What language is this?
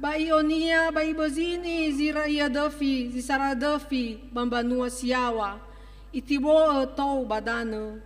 Nias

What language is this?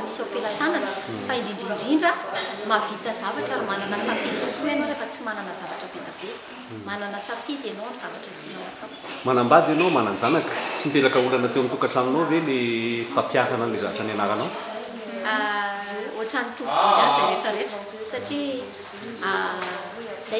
Malagasy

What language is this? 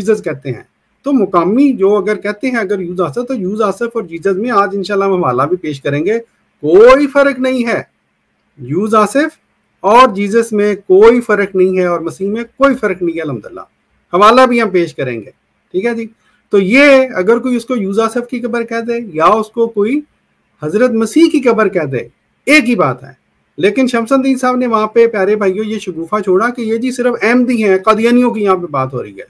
Urdu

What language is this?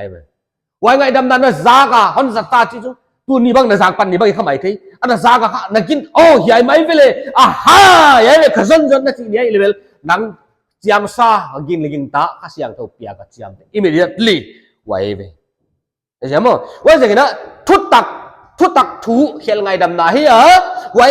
Paite Chin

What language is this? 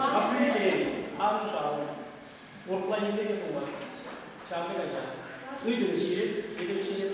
Chuvash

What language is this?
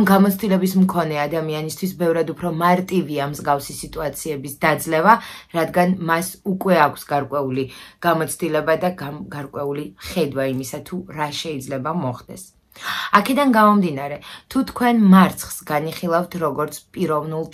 Georgian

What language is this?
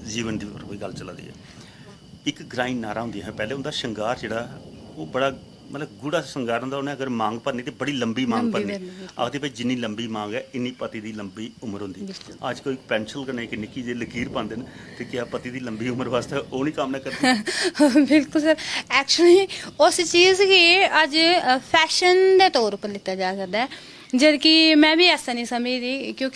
Dogri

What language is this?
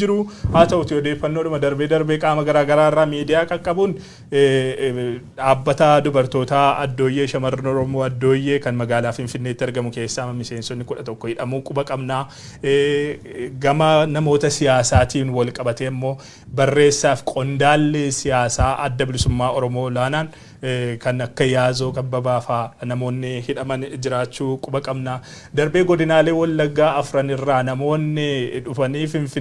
Oromo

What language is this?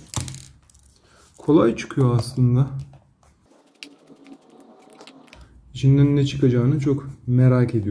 Turkish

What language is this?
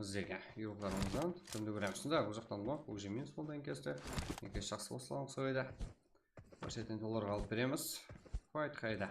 Kara-Kalpak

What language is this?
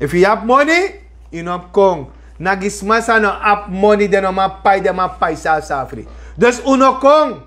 Sranan Tongo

